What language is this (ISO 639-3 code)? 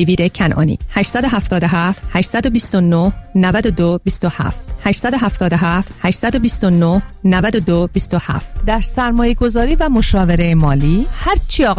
fas